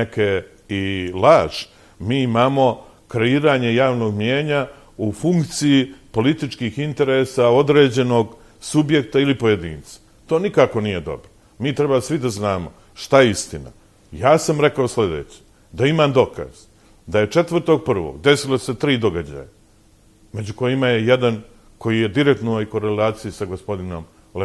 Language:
Serbian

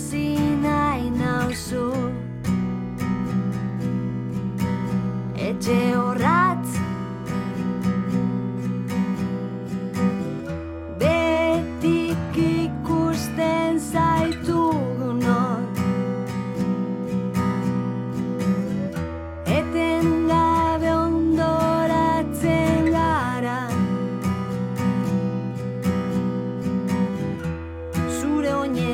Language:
Basque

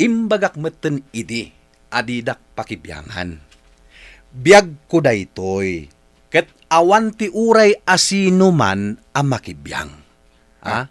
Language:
Iloko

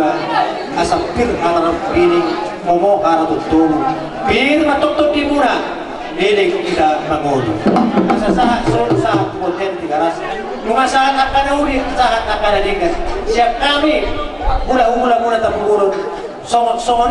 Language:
Batak Toba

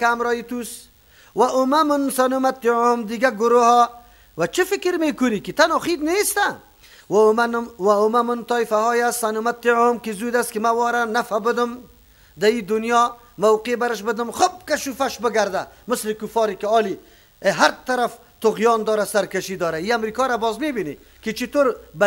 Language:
Persian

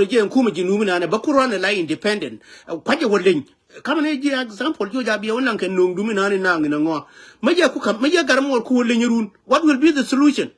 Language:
Nuer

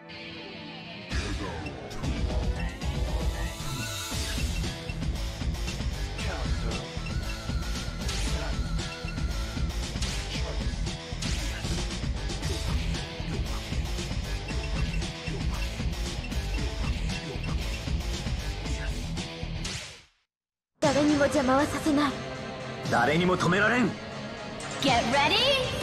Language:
Japanese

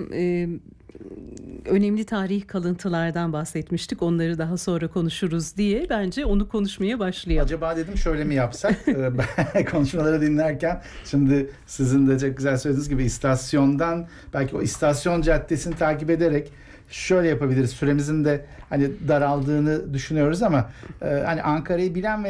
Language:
Turkish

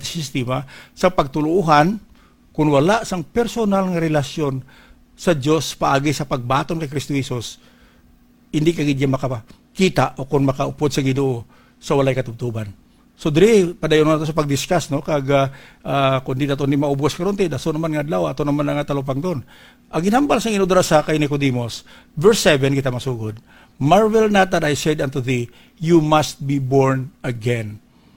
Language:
Hiligaynon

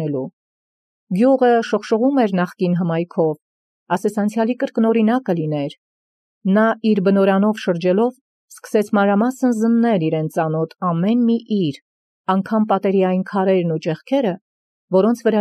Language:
Armenian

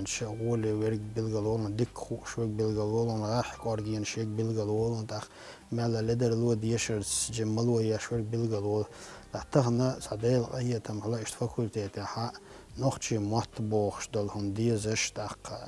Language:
Chechen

